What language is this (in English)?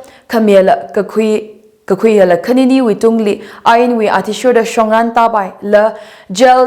Tangkhul Naga (India)